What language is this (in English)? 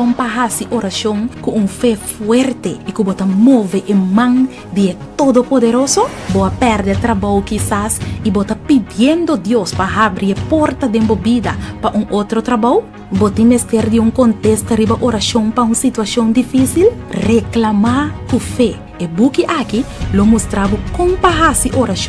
Papiamento